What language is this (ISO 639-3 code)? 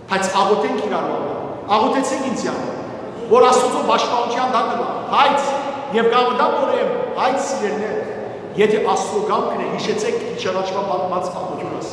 hyw